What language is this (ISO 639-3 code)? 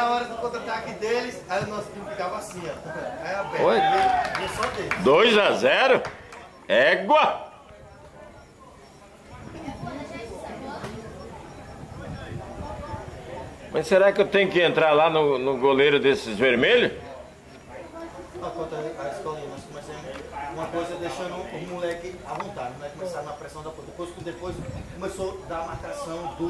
por